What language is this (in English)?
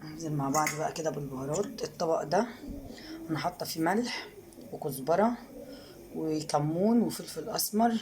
Egyptian Arabic